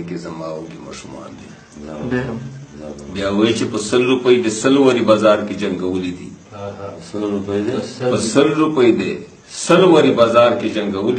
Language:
Pashto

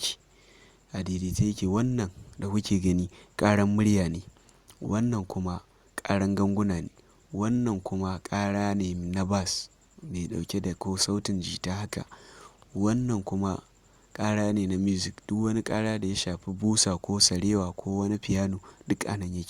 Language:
Hausa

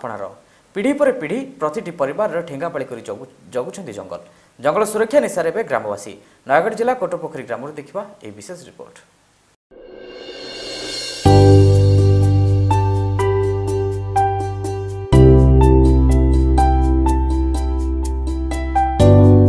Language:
Odia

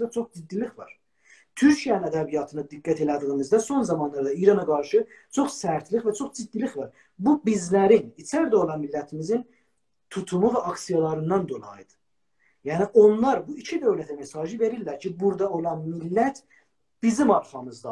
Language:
South Azerbaijani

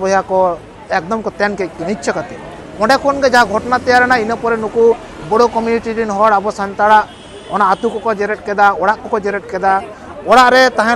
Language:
Santali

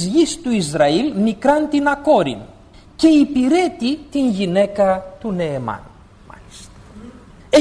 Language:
Greek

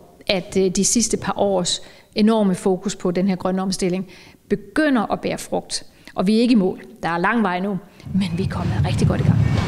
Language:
Danish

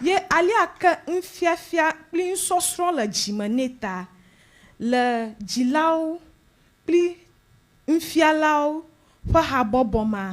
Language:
Ewe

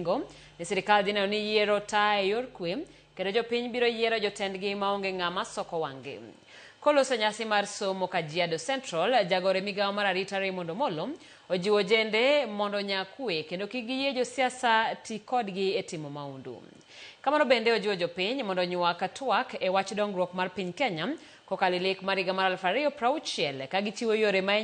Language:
Luo (Kenya and Tanzania)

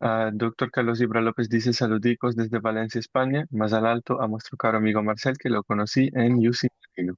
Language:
Ladino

